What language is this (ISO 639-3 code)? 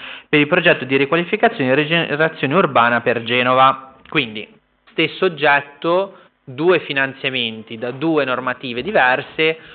ita